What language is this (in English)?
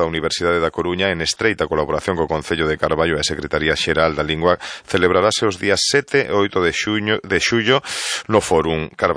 Galician